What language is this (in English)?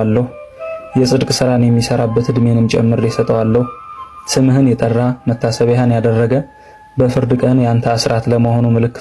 Amharic